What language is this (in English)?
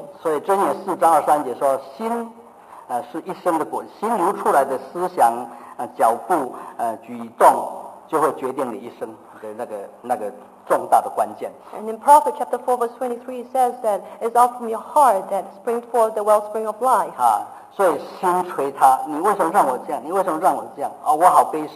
Chinese